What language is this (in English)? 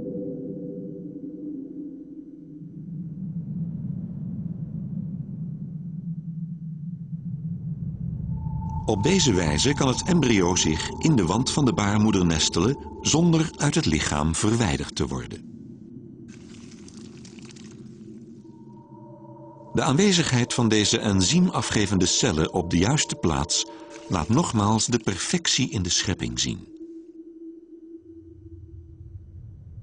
Dutch